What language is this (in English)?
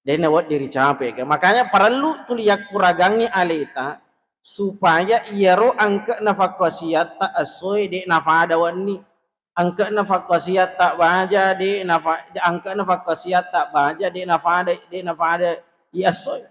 Buginese